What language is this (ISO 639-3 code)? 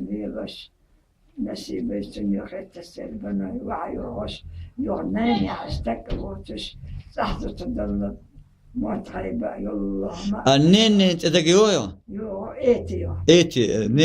che